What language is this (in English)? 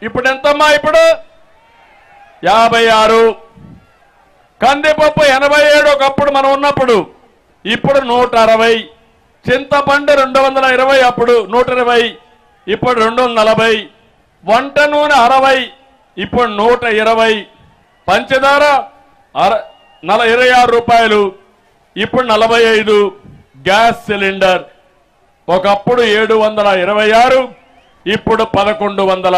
Telugu